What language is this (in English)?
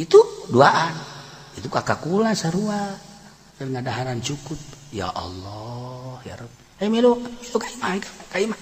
Sundanese